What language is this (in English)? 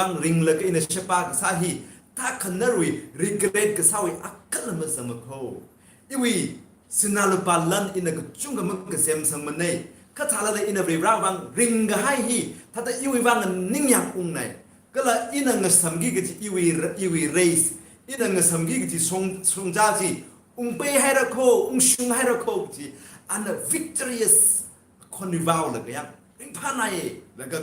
Tangkhul Naga (India)